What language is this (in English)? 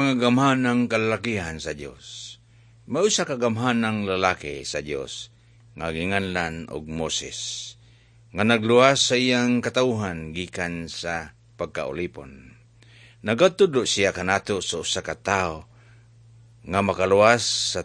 Cebuano